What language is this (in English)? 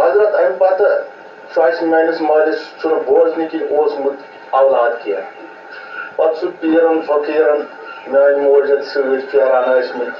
Kashmiri